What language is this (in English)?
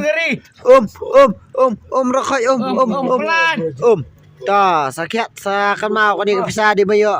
Khasi